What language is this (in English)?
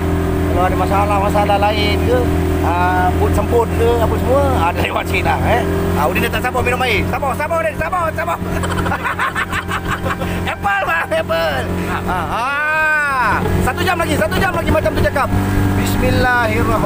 Malay